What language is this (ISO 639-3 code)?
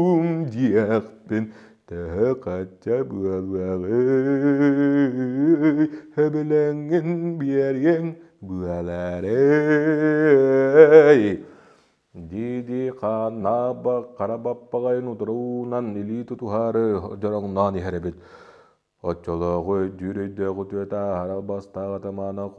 sah